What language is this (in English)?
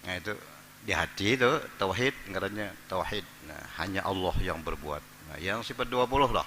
Banjar